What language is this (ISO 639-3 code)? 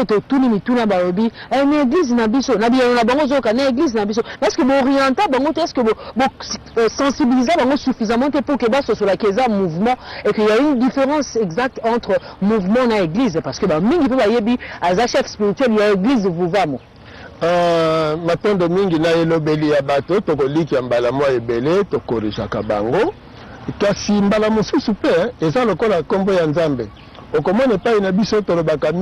lin